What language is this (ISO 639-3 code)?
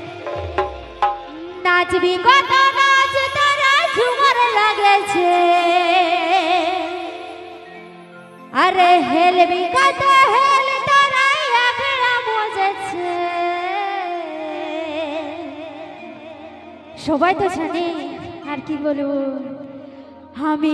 ben